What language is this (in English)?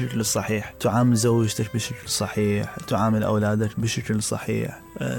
Mesopotamian Arabic